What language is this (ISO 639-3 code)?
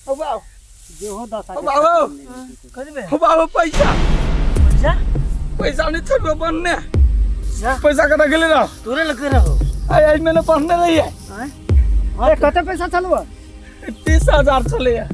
mai